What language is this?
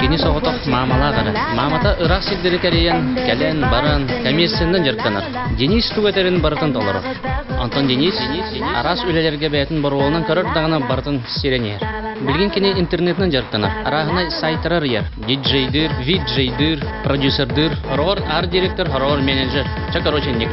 Yakut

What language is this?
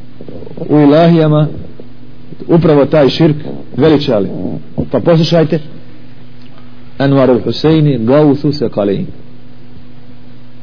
Bosnian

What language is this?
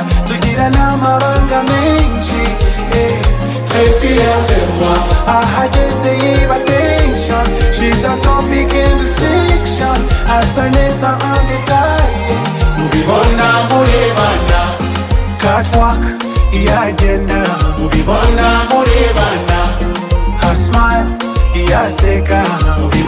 Kinyarwanda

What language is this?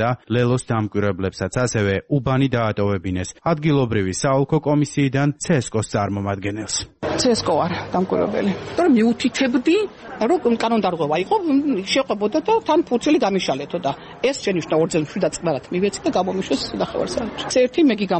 Georgian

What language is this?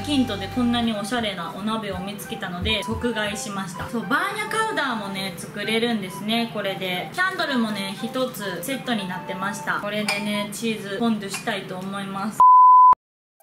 Japanese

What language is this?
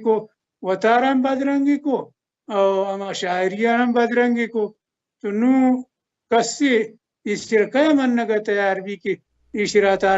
Baluchi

